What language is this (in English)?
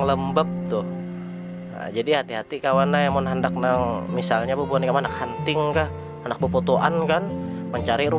Banjar